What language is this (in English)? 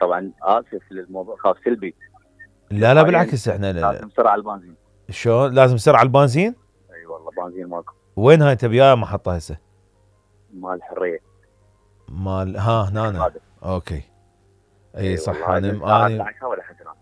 Mesopotamian Arabic